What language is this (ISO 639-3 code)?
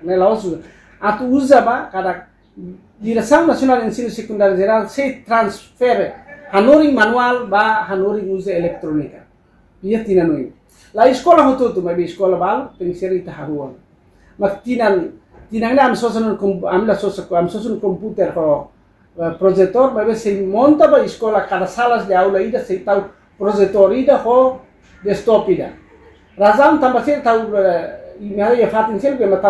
tet